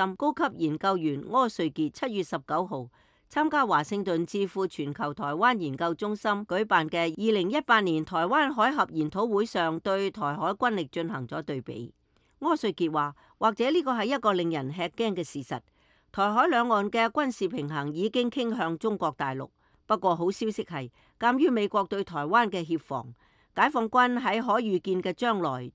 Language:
Cantonese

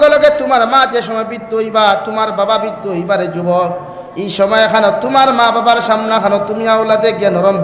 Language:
Sylheti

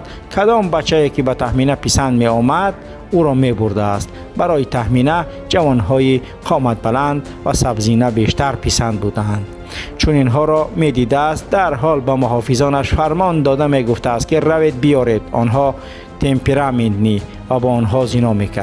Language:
Tajik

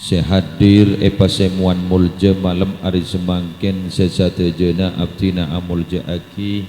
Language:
Madurese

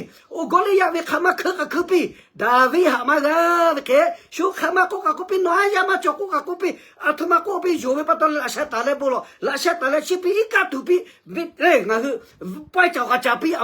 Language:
Lahu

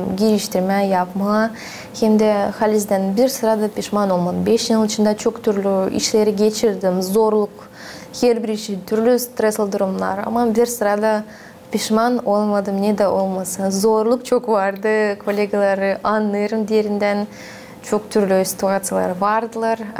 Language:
Gagauz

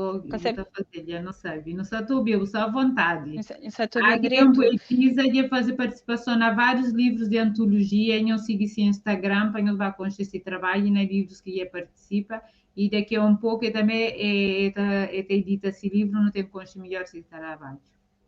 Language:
Kabuverdianu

